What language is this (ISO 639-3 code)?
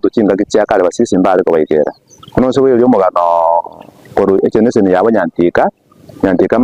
guz